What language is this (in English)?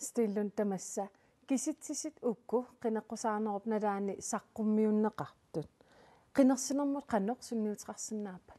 Kalaallisut